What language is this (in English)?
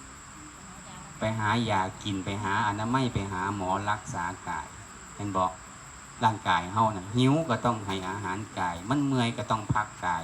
Northeastern Thai